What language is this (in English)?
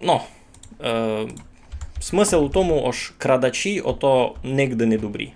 Rusyn